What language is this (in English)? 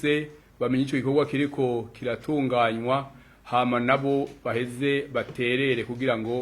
Rundi